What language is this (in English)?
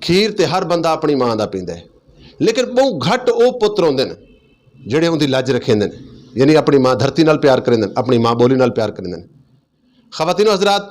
Western Panjabi